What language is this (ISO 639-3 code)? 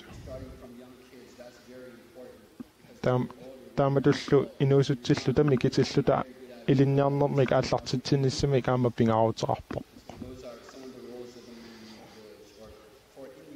kal